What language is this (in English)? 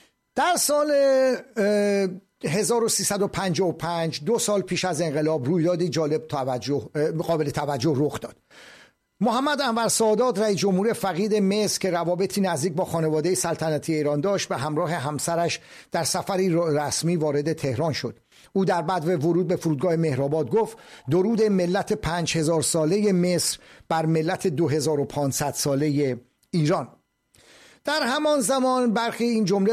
Persian